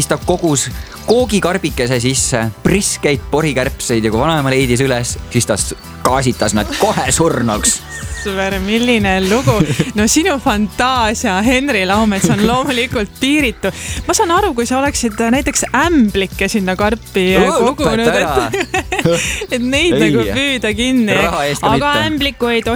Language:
Estonian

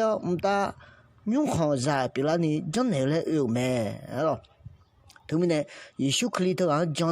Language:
Akha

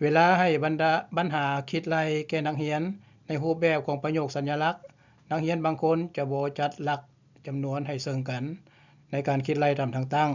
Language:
Lao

